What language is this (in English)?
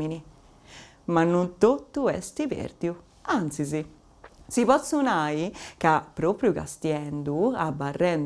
Sardinian